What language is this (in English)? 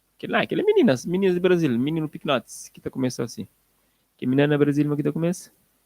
Kabuverdianu